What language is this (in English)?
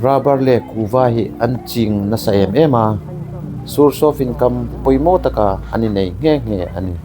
Hmar